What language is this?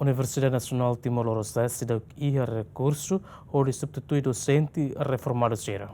Tetum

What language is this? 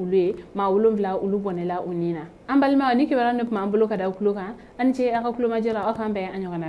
Bambara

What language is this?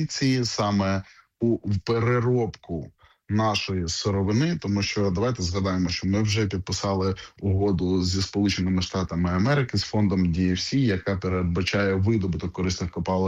Ukrainian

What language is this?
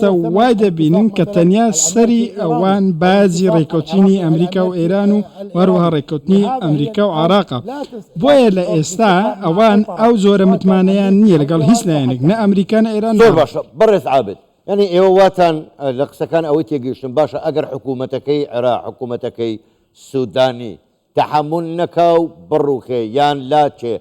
Central Kurdish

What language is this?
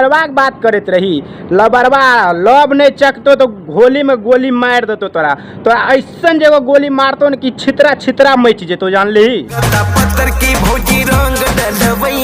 Maithili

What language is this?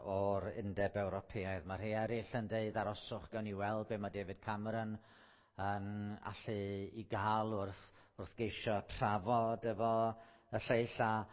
Welsh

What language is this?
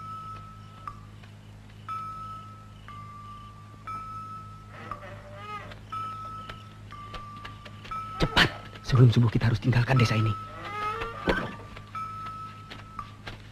Indonesian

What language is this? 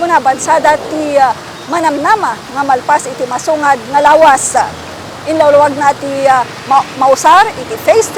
Iloko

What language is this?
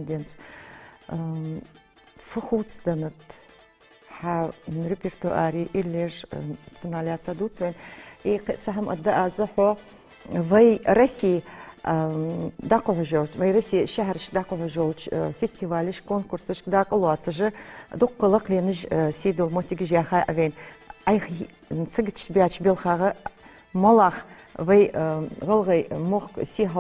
Ingush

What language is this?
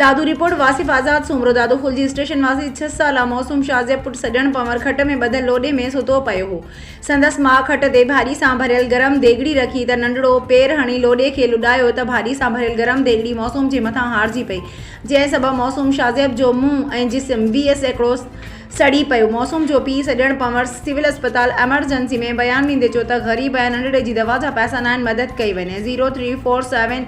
Sindhi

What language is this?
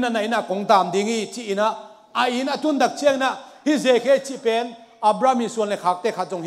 Tedim Chin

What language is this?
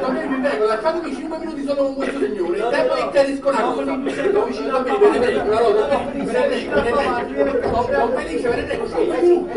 Neapolitan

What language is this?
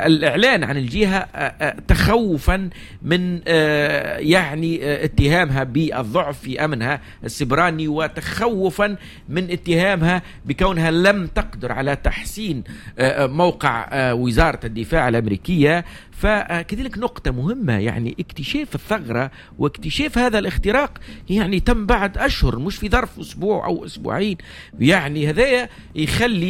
Tunisian Arabic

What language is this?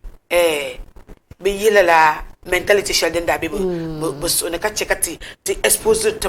Dagbani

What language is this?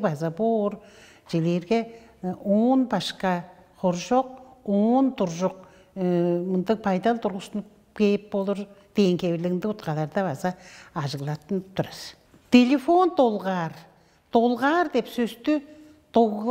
Tuvinian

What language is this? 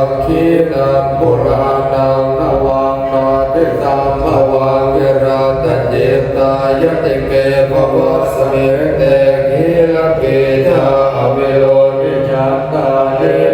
Pali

